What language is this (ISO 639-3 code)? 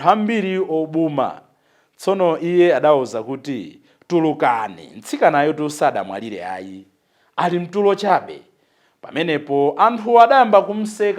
nya